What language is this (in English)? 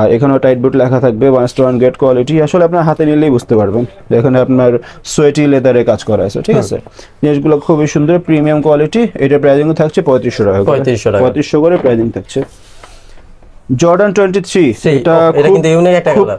Bangla